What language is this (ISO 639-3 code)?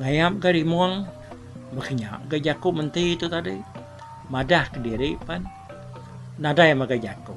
iba